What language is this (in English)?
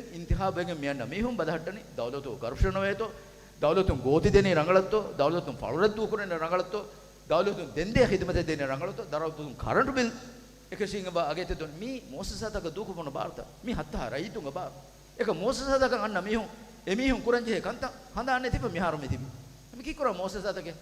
Divehi